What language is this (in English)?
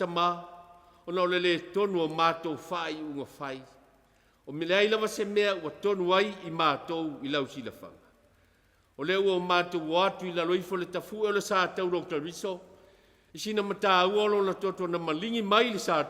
Samoan